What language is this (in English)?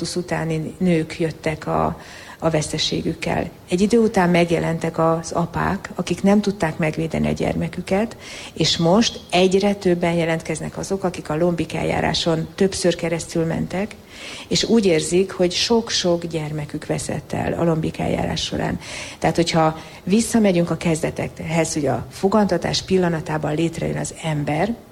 Hungarian